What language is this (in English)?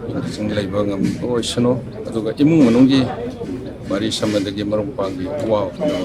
Manipuri